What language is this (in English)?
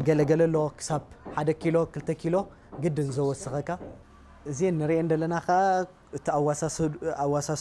Tigrinya